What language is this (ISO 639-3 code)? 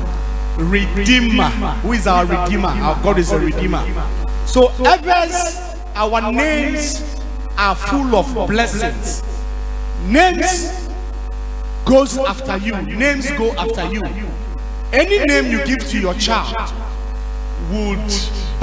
ewe